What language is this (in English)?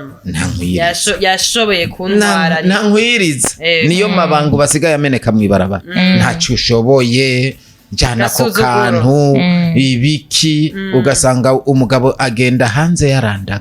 Rundi